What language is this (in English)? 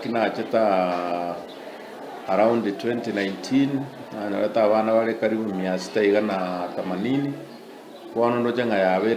Gusii